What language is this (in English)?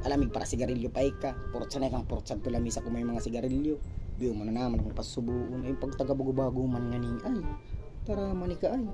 Bikol